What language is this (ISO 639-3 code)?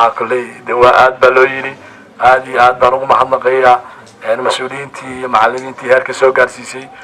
som